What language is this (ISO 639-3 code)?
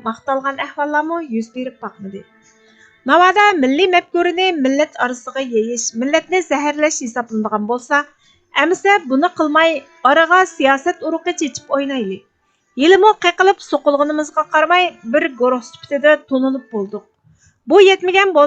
uig